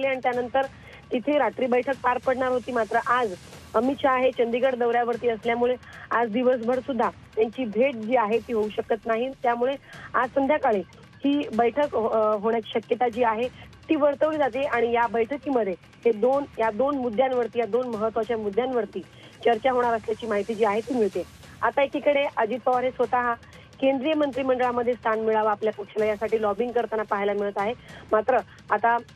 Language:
Marathi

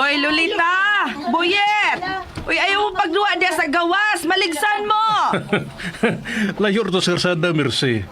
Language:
Cebuano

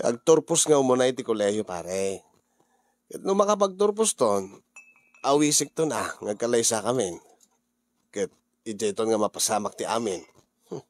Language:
Iloko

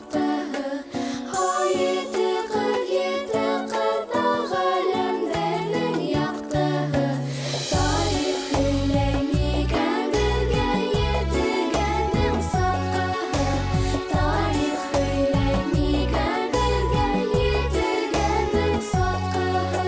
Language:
Bashkir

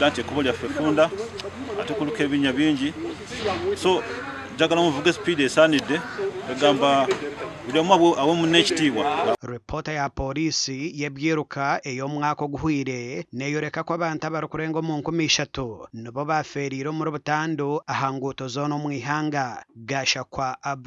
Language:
Nyankole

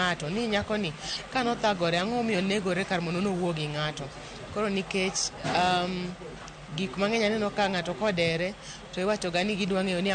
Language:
Luo (Kenya and Tanzania)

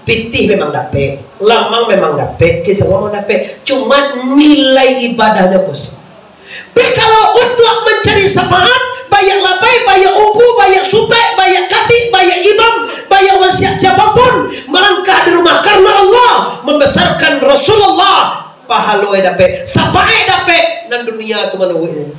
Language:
Minangkabau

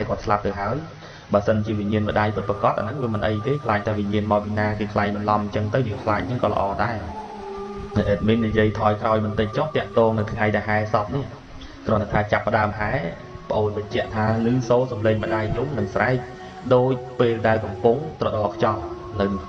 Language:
Khmer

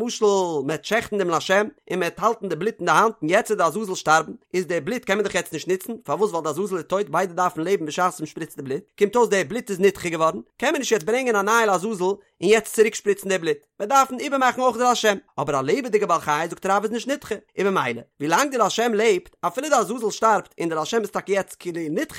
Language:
Yiddish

